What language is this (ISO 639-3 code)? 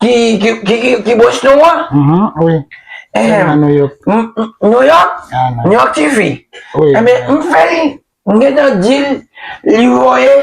hat